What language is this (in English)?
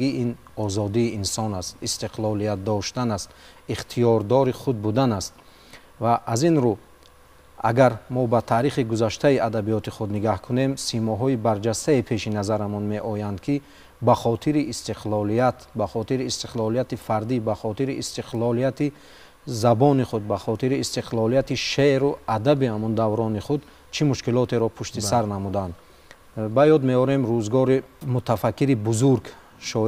Tajik